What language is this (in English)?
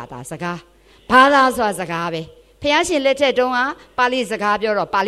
Burmese